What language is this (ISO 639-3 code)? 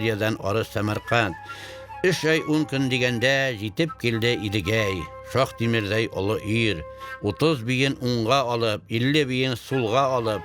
tat